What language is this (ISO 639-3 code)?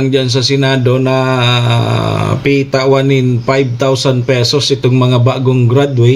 bik